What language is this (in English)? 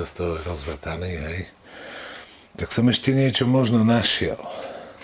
Slovak